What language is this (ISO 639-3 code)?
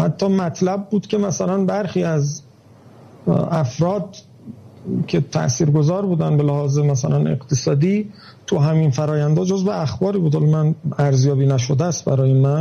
fas